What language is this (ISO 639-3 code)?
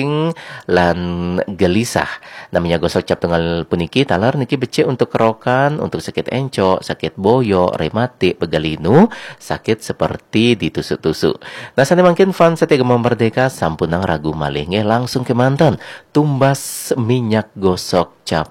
ban